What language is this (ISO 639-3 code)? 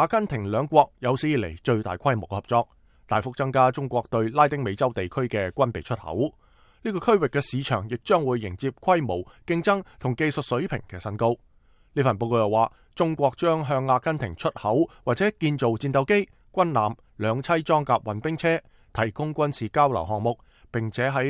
yue